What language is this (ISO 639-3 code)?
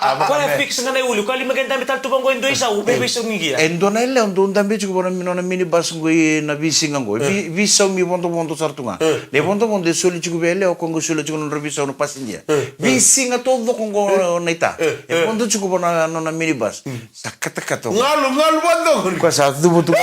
fij